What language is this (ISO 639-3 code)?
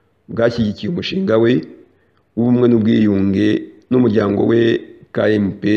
kin